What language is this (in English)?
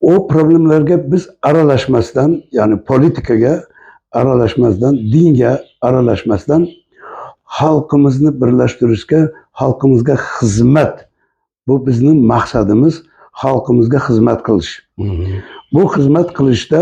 Uzbek